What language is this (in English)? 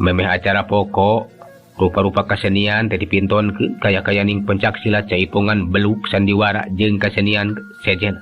Sundanese